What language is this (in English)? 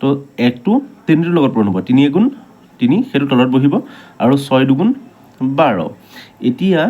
Assamese